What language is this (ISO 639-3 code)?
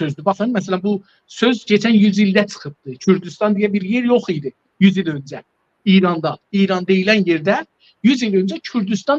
azb